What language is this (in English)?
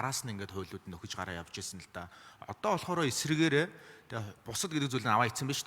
Mongolian